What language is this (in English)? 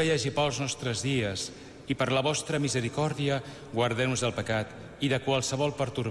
Catalan